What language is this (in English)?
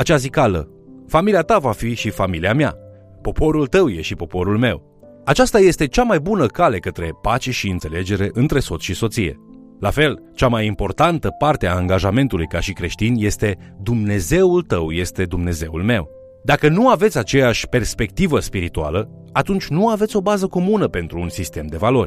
Romanian